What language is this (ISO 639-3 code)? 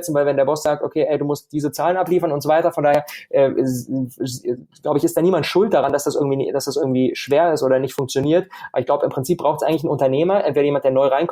deu